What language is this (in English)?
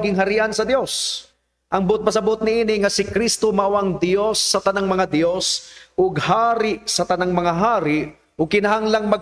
Cebuano